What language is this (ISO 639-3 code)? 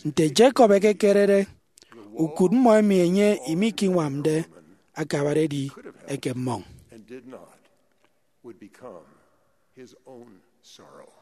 efi